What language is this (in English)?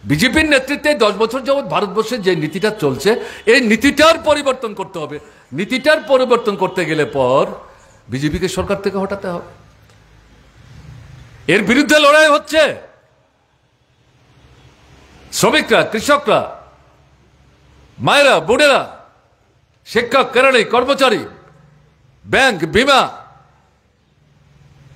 Bangla